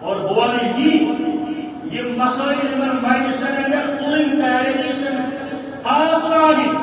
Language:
Kashmiri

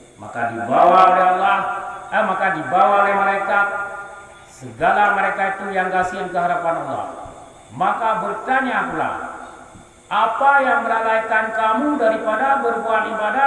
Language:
Achinese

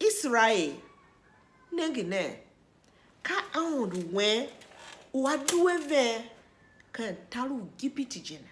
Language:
Tiv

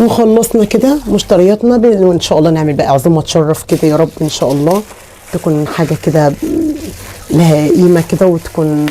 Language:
Egyptian Arabic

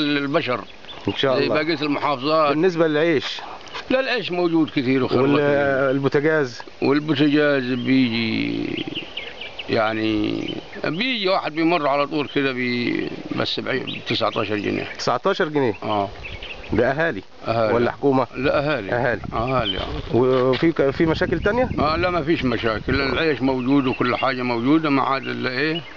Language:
Egyptian Arabic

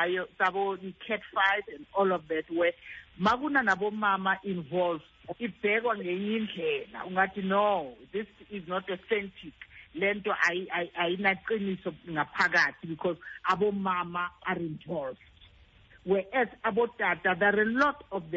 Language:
Xhosa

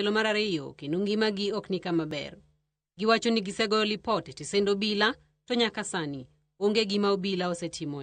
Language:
Luo (Kenya and Tanzania)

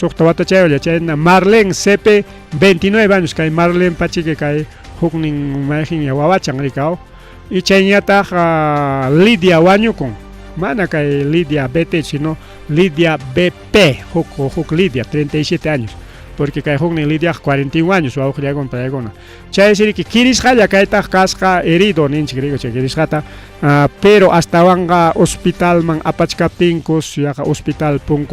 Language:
Ayacucho Quechua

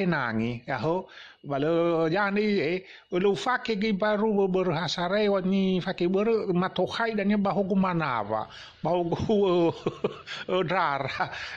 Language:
Nias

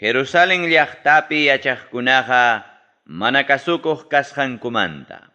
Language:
Ayacucho Quechua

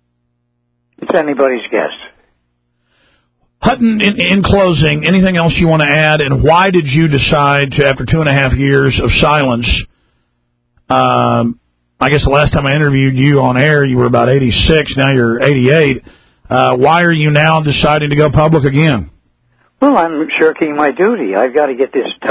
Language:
English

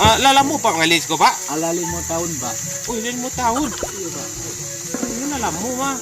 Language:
Minangkabau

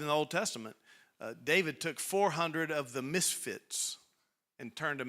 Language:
English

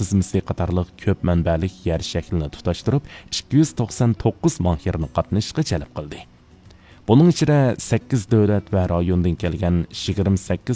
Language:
Uyghur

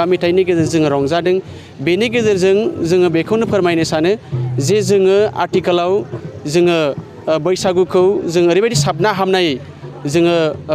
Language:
Bodo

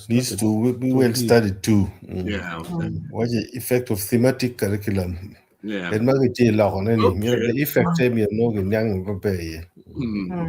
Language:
Acoli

